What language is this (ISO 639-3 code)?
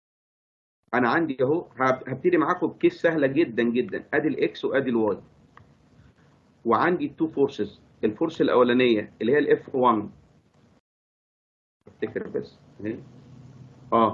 arz